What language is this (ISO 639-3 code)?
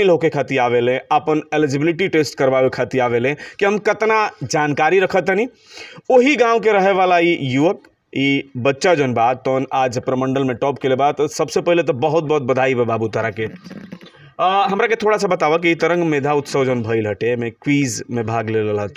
bho